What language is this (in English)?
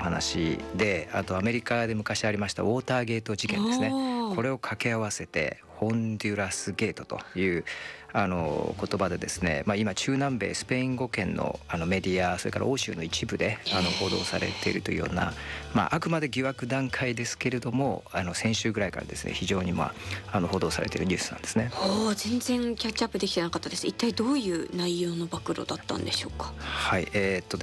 Japanese